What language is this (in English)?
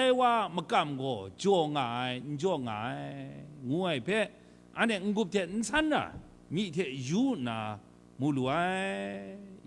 Kachin